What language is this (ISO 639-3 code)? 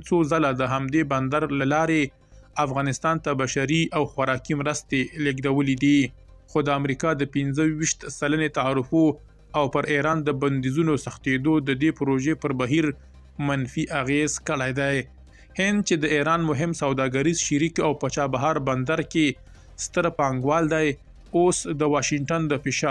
pus